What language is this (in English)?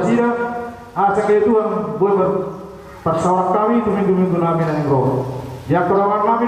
Batak Toba